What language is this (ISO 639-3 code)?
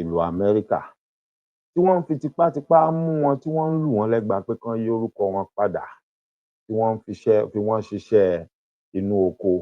yor